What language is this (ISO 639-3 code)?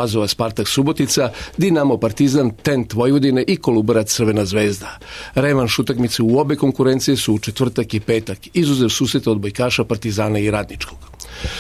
srp